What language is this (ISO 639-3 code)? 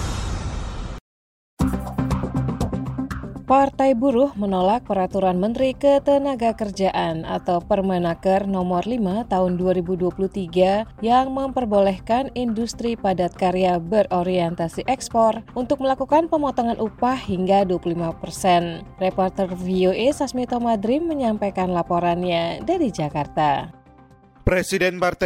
ind